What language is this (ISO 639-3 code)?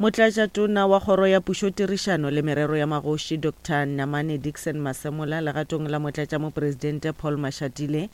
nso